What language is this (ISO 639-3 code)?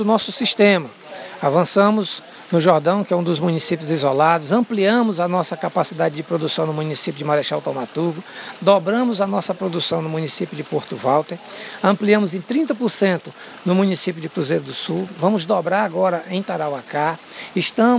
por